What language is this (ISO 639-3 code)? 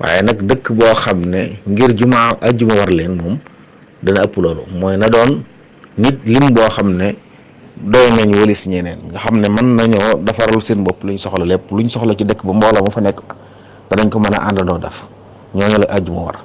wol